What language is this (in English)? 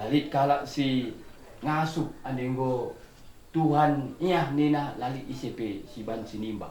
Batak Karo